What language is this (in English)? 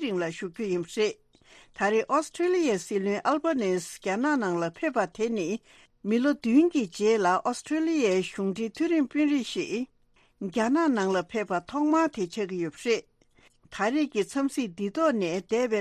Tibetan